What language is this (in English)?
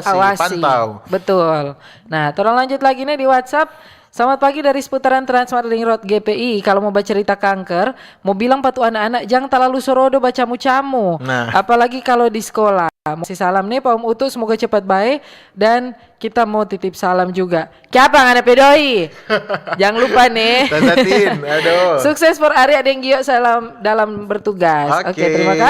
Manado Malay